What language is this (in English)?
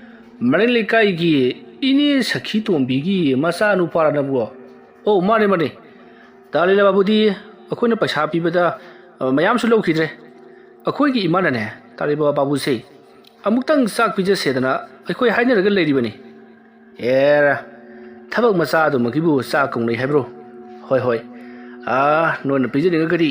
Manipuri